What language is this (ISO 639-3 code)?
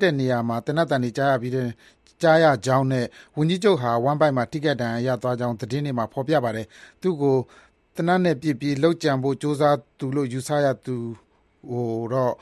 mya